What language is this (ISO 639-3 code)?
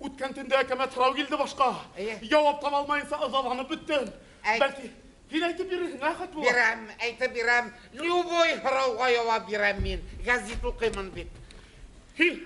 bak